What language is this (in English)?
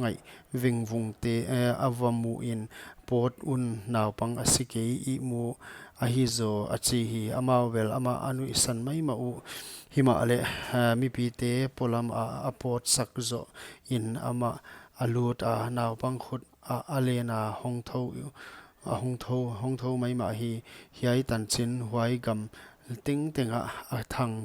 Paite Chin